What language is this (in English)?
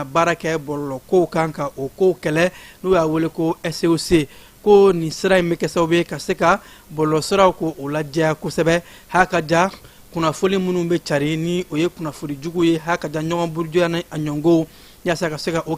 Bambara